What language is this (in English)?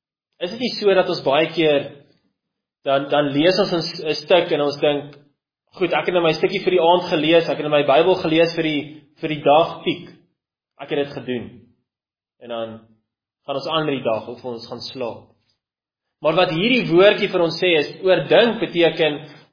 Afrikaans